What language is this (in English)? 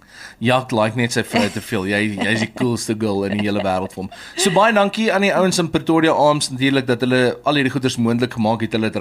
Afrikaans